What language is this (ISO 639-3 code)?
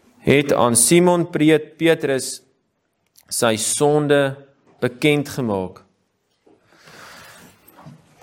afr